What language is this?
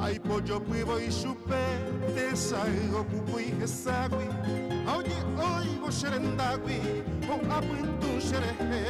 Guarani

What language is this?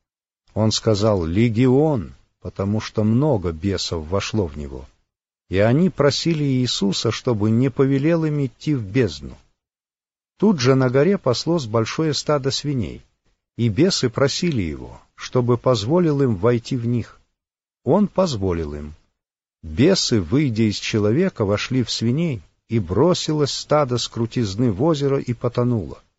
Russian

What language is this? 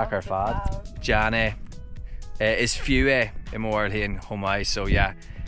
Irish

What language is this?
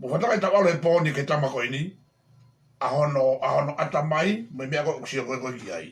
Tongan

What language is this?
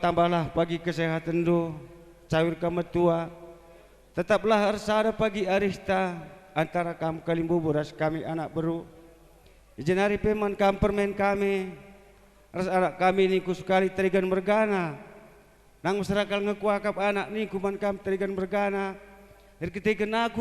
Batak Karo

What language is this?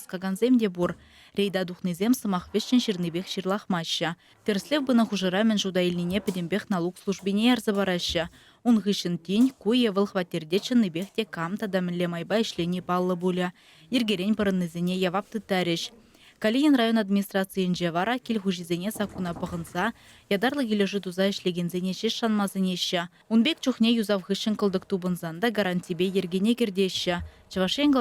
Chuvash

